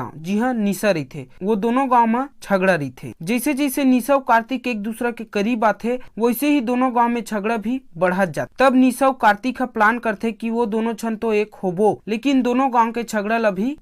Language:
Chhattisgarhi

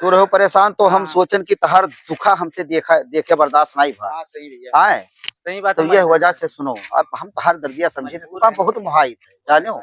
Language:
Awadhi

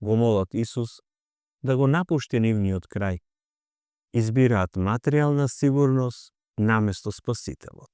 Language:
Macedonian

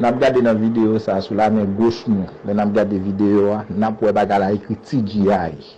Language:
Haitian Creole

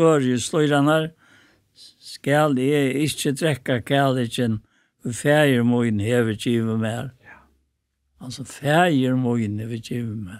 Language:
Faroese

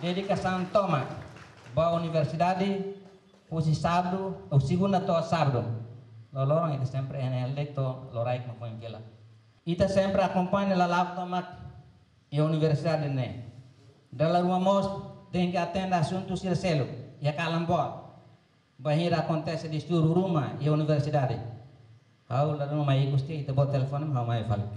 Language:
Tetum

